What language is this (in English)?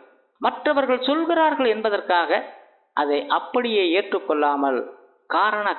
Tamil